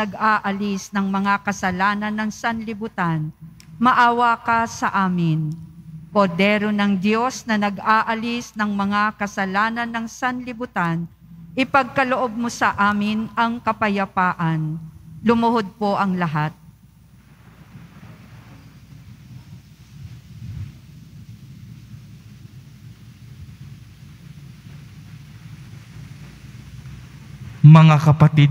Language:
Filipino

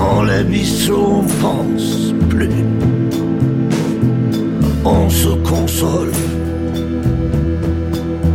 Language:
French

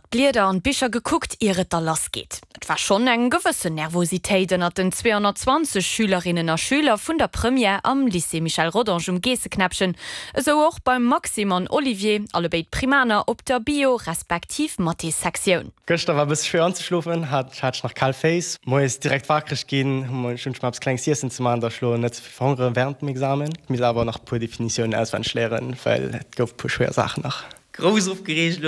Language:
Luxembourgish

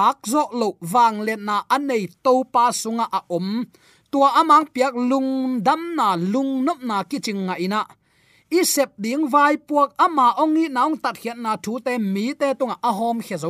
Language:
Tedim Chin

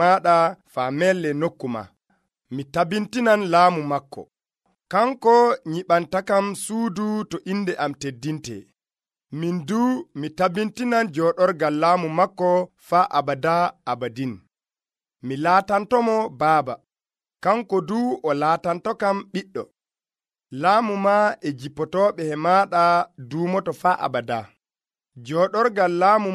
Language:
Nigerian Fulfulde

